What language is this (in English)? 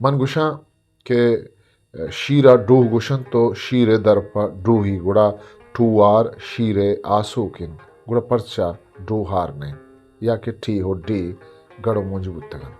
Eastern Balochi